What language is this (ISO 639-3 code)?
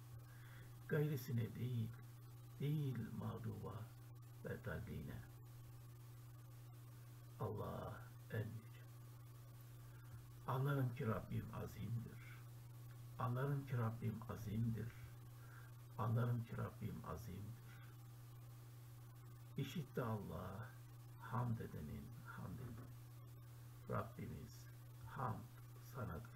tur